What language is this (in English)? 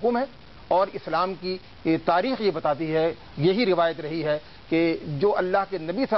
Urdu